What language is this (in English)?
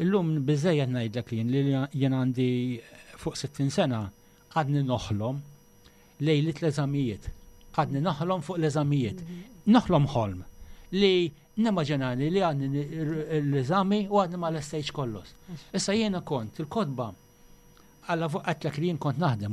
Maltese